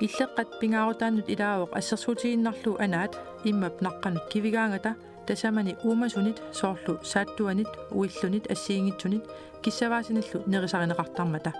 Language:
Kalaallisut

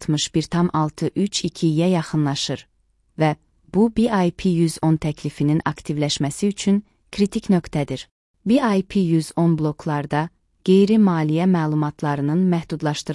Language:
Azerbaijani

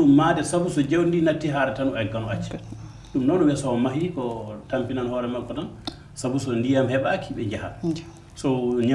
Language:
Fula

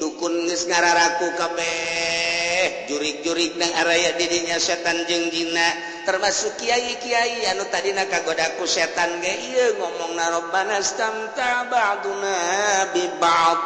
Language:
Sundanese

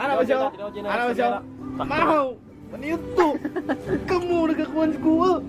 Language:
Cebuano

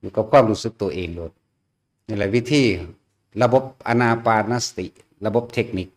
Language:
Northeastern Thai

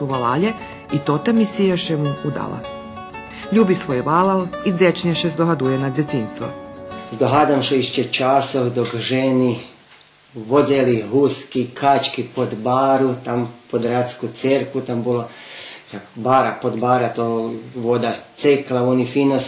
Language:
Rusyn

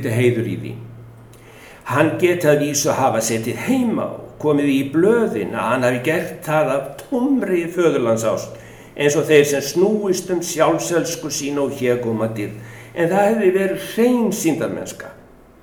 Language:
Icelandic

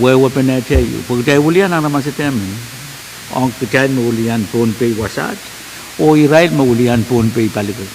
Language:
Pohnpeian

